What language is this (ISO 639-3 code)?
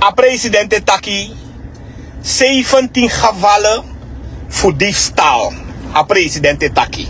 srn